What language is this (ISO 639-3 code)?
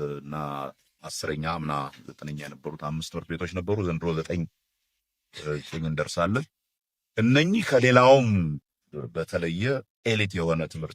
amh